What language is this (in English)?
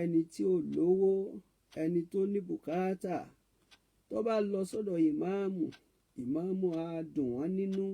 Yoruba